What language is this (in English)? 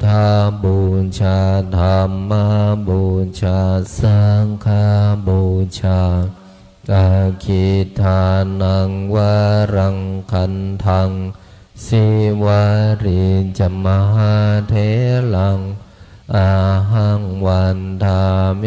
Pali